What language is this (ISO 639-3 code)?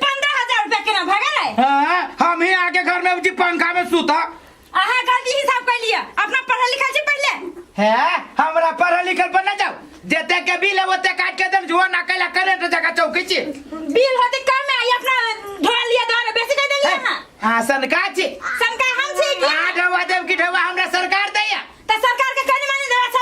mai